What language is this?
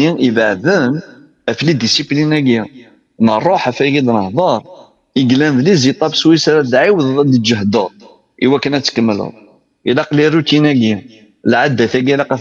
Kabyle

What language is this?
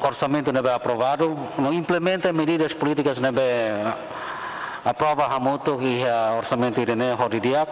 Tetum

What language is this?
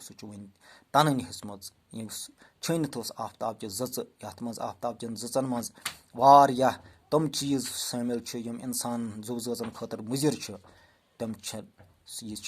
Kashmiri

